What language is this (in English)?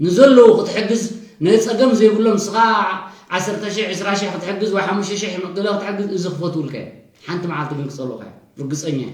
Tigrinya